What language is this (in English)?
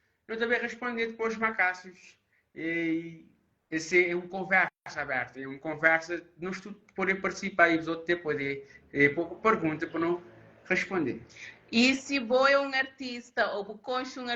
Kabuverdianu